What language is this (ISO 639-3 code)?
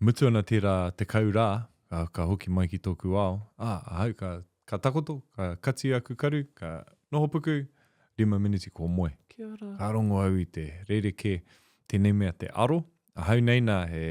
mri